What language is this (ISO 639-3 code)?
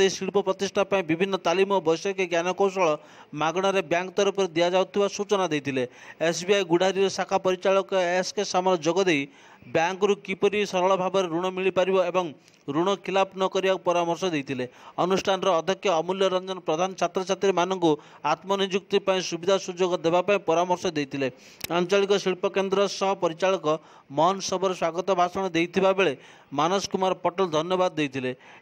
ori